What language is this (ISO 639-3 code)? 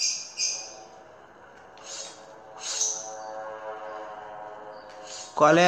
por